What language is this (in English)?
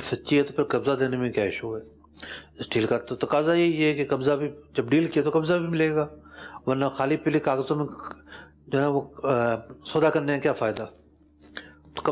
Urdu